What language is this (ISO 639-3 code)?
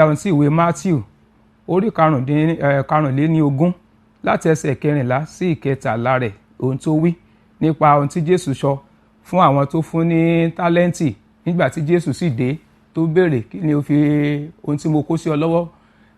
yor